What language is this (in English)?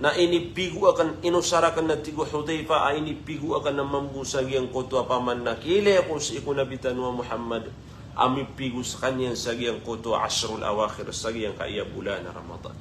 Maranao